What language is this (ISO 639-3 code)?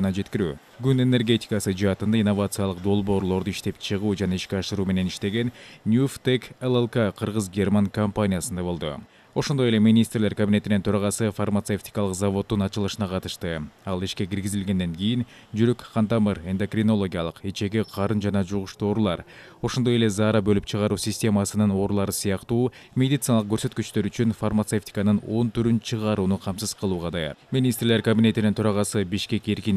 kir